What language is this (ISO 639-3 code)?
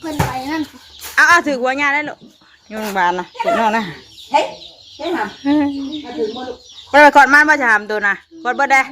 tts